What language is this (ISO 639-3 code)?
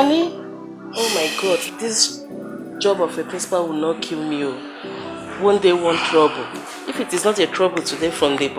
pcm